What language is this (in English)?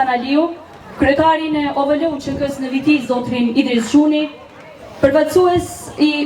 Albanian